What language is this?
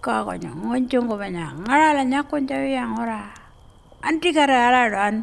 Pitjantjatjara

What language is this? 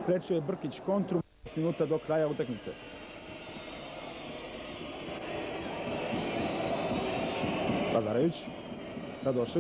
Serbian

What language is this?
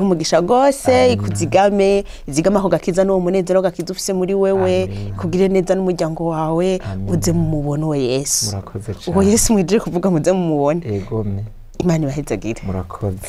Rundi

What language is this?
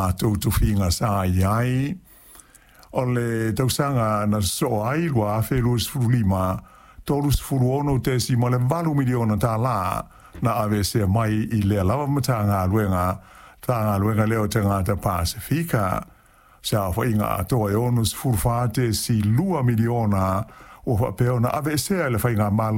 Samoan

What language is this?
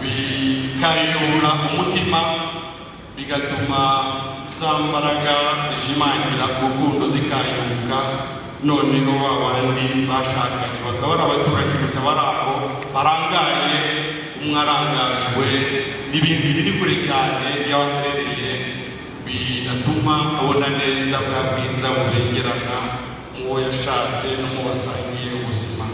Kinyarwanda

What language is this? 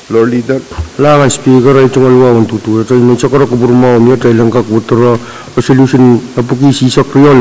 Pohnpeian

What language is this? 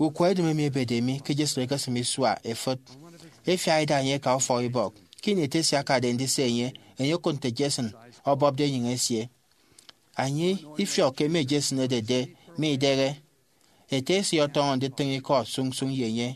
Efik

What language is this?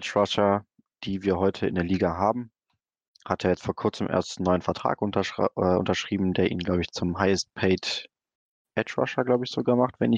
German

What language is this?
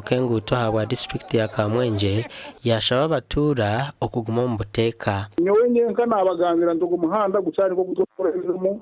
Nyankole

